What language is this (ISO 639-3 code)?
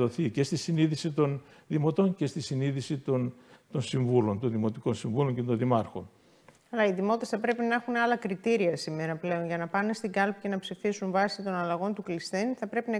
ell